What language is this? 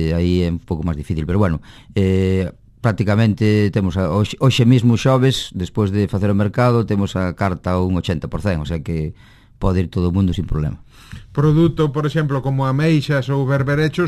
Galician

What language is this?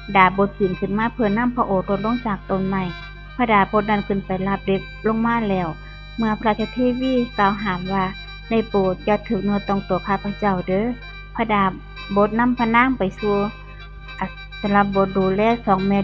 Northeastern Thai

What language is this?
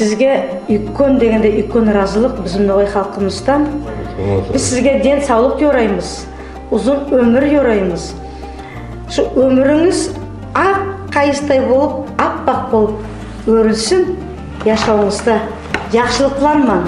Nogai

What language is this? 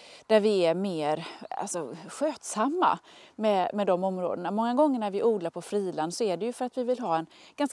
Swedish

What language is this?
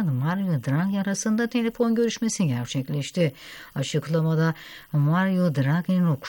Turkish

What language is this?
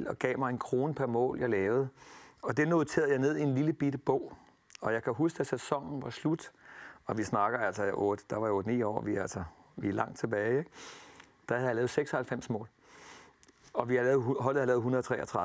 Danish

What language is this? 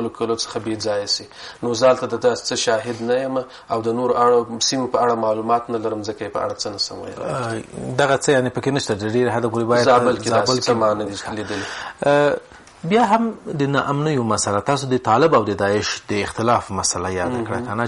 Pashto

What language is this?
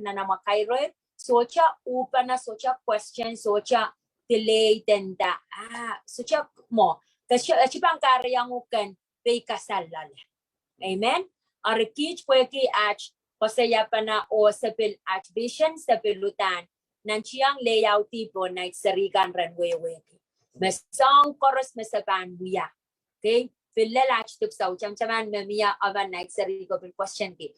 Pohnpeian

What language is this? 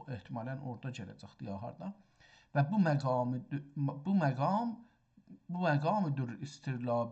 South Azerbaijani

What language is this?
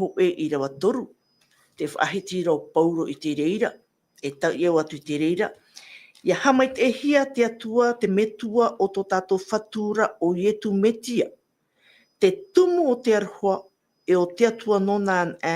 Tahitian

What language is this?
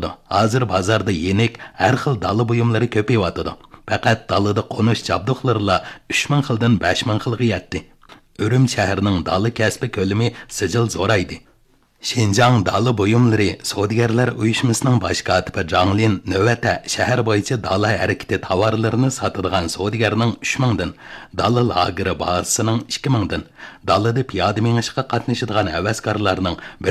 Uyghur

